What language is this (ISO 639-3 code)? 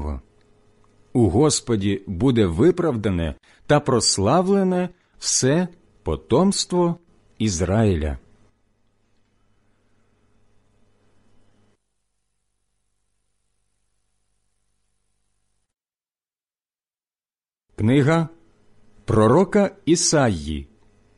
ukr